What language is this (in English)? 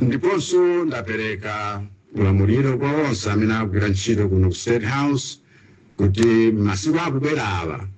Nyanja